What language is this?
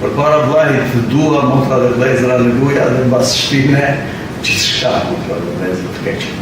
Albanian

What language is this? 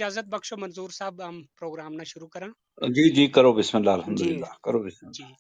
Gujari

